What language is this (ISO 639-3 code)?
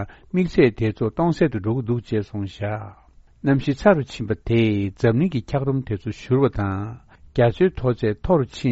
bod